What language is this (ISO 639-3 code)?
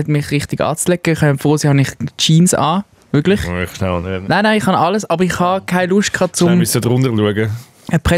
gsw